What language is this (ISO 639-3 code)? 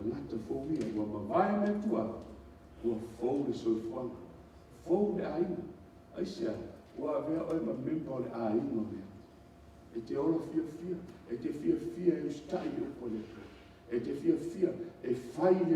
smo